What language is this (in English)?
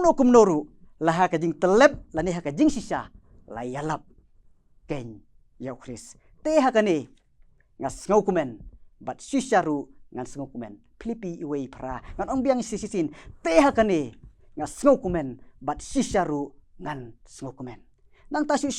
Khasi